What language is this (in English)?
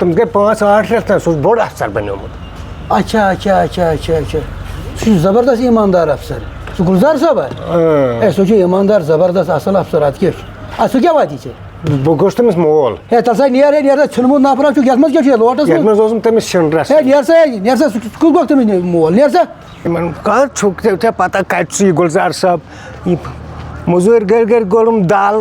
Kashmiri